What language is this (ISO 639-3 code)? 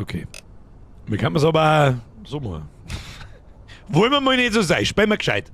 bar